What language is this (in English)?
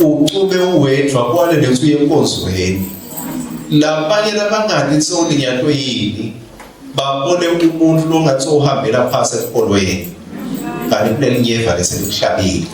Swati